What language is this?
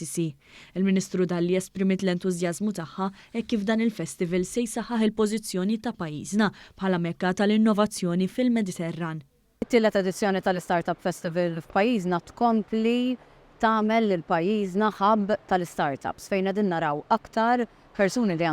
Maltese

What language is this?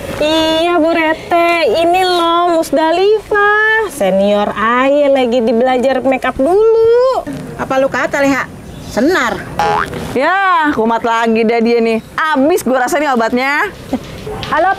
Betawi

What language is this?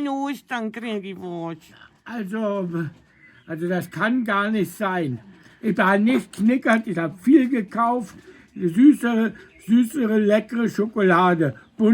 Bavarian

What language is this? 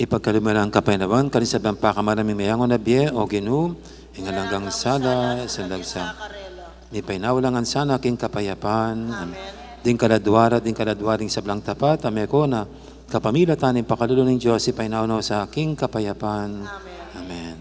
Pampanga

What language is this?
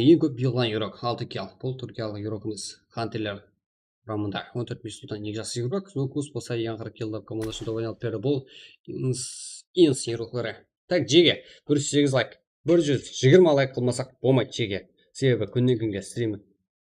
Kara-Kalpak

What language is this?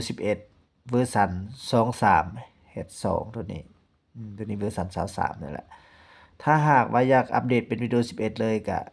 Lao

